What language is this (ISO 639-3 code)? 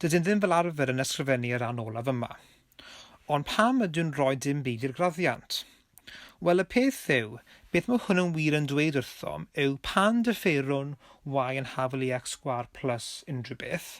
cym